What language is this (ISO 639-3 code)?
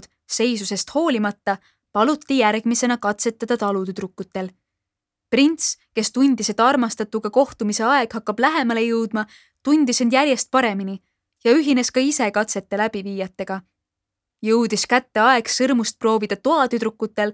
est